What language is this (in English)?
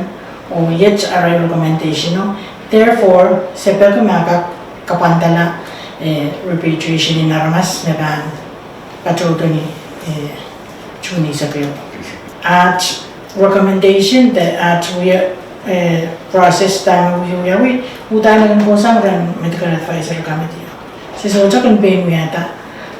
Pohnpeian